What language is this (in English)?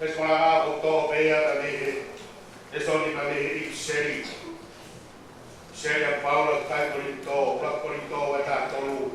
Tongan